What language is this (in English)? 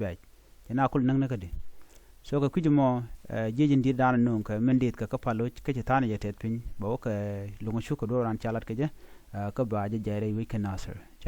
Nuer